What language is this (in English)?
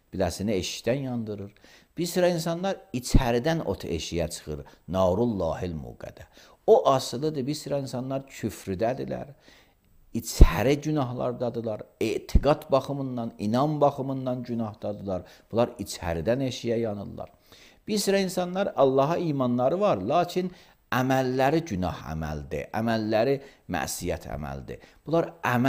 Azerbaijani